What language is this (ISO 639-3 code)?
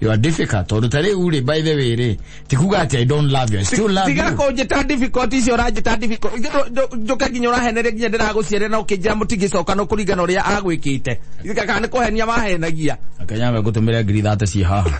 kik